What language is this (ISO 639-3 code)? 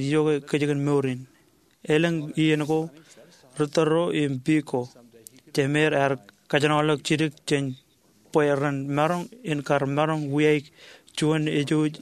mah